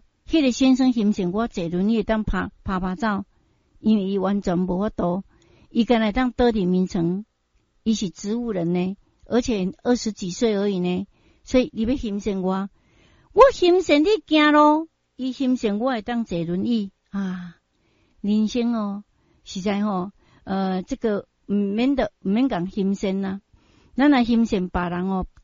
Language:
Min Nan Chinese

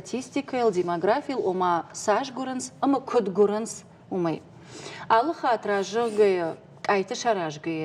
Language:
Ossetic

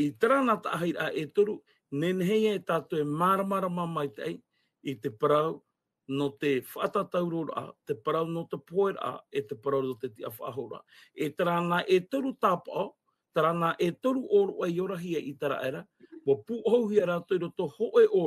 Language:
Tahitian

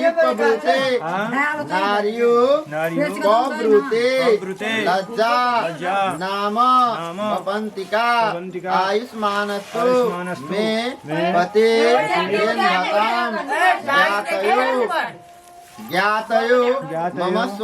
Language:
Maithili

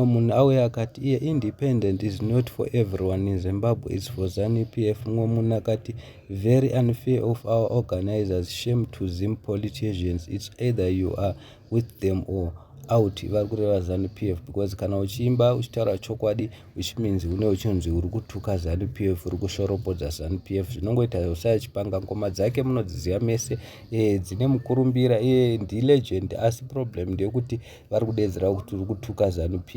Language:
Shona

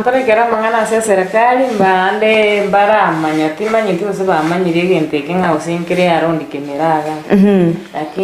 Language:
Gusii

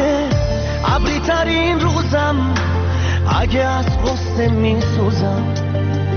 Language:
Persian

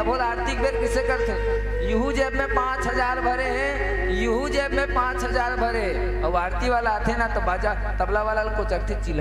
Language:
Chhattisgarhi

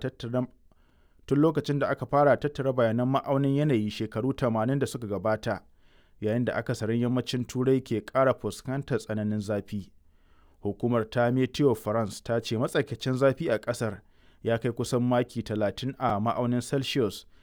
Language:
Hausa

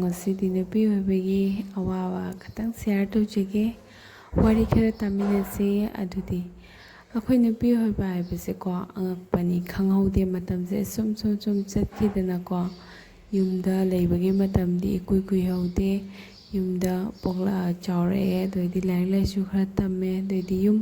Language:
Manipuri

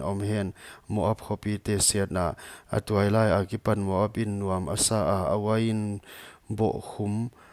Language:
Paite Chin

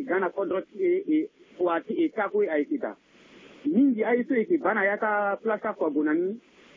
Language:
Sango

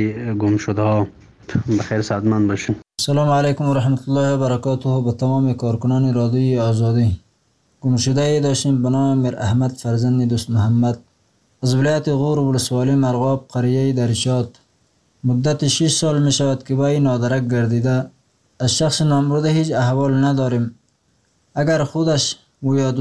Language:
Persian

